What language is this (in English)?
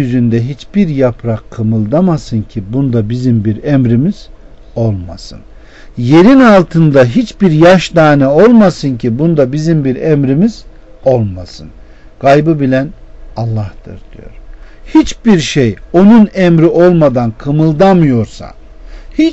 Turkish